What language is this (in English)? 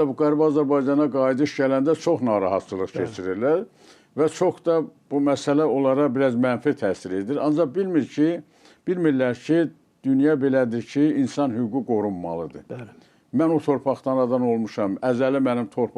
Azerbaijani